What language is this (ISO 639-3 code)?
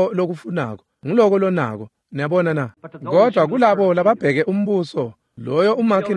ssw